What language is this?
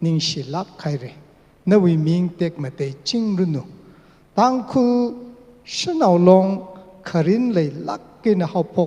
Tangkhul Naga (India)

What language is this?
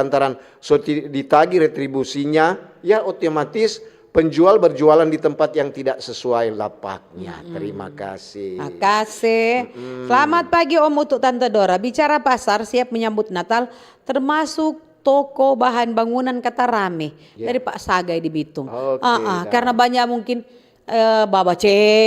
Manado Malay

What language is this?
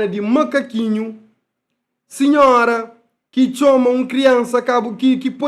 Kabuverdianu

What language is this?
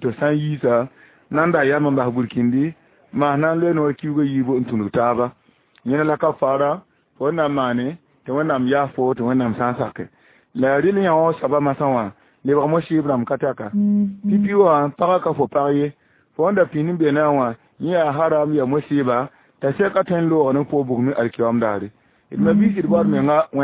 Mossi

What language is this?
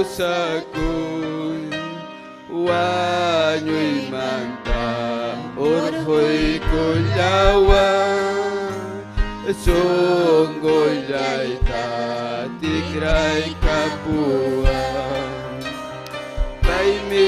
Ayacucho Quechua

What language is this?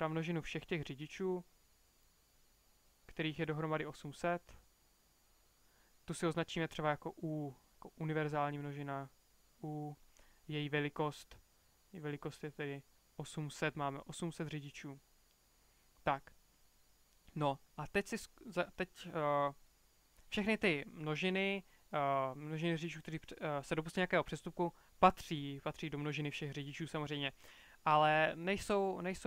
Czech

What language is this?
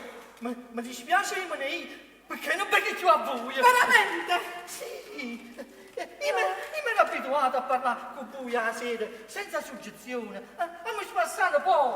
Neapolitan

